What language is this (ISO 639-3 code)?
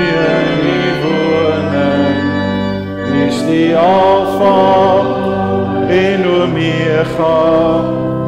afr